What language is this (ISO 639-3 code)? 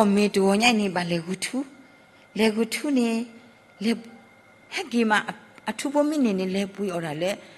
ksw